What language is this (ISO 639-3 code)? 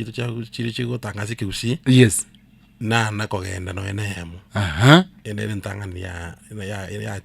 guz